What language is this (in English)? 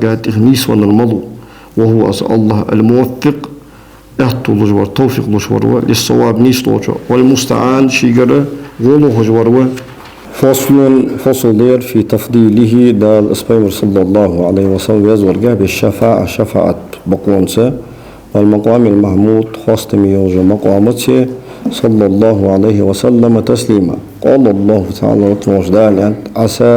Ingush